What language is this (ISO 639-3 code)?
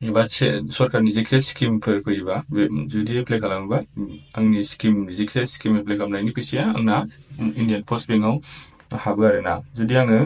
brx